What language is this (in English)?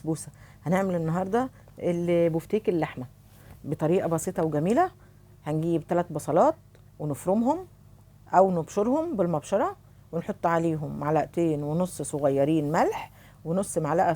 Egyptian Arabic